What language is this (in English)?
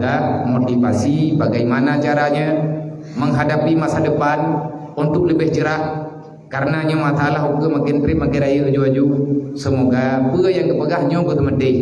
Achinese